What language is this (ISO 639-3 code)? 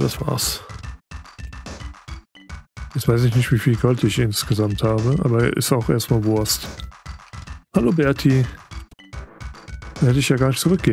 deu